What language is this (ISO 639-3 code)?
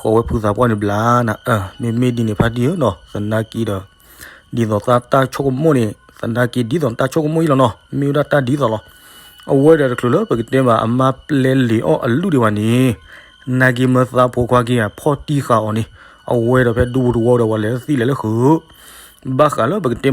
ksw